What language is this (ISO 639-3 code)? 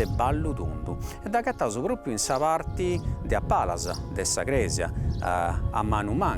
srd